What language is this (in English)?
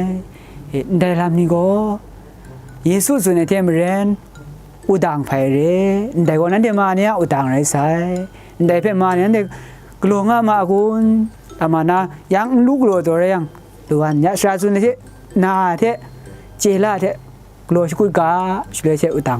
Kachin